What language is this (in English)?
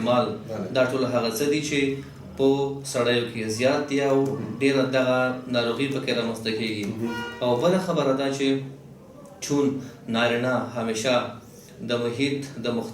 Pashto